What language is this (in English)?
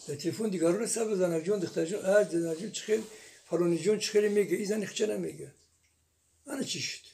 Tajik